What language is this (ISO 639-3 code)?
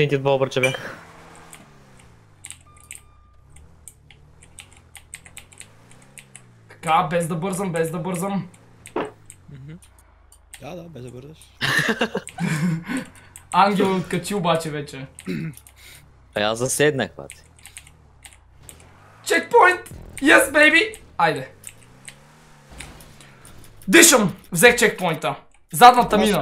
bul